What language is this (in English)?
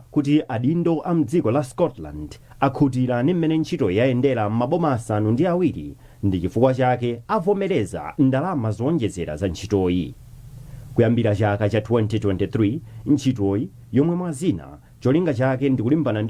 Nyanja